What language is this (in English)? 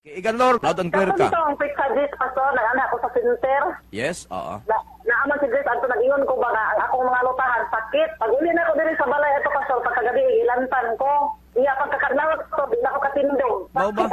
Cebuano